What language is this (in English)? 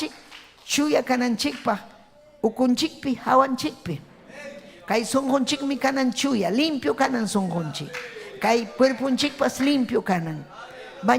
Ayacucho Quechua